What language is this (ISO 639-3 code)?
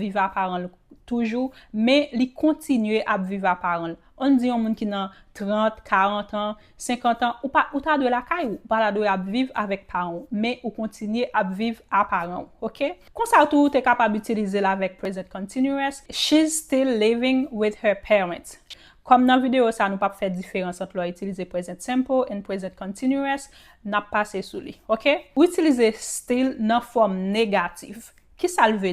hat